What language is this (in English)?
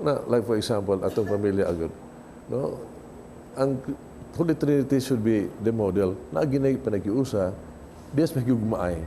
Cebuano